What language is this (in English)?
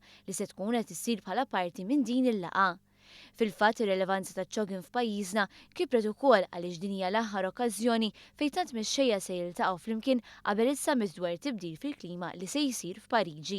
Maltese